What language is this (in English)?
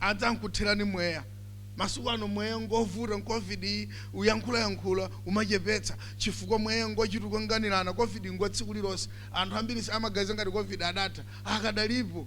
Nyanja